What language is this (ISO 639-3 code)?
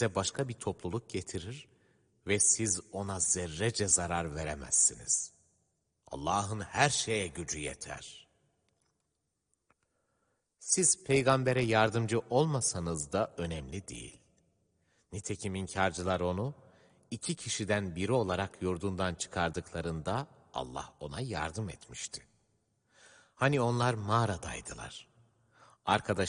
tur